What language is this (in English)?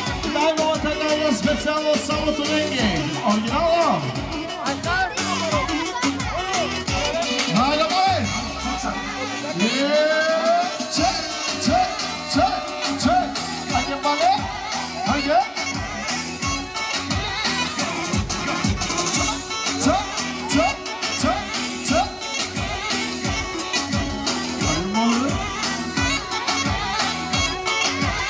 Bulgarian